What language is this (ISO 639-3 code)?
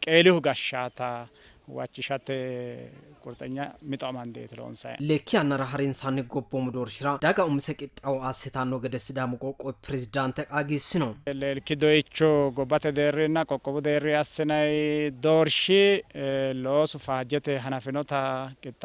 sid